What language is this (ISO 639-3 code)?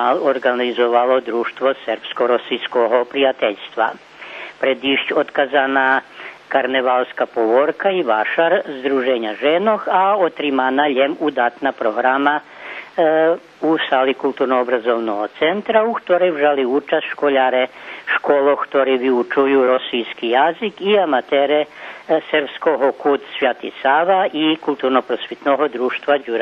rue